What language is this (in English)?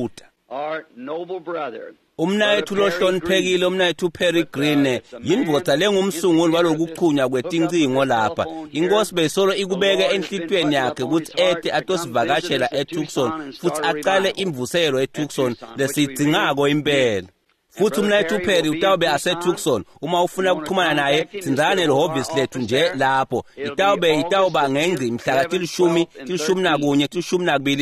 Swati